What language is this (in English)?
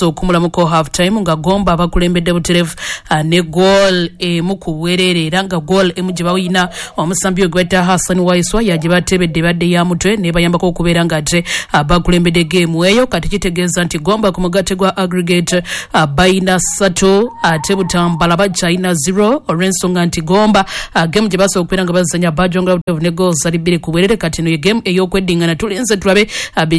Ganda